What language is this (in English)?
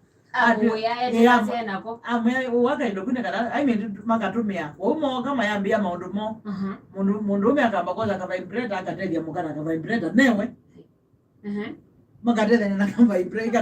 Kamba